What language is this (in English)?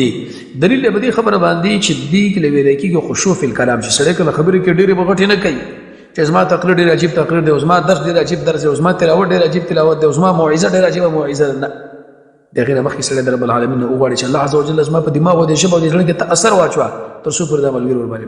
Pashto